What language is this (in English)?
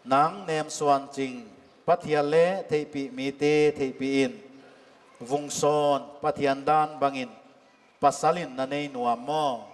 Paite Chin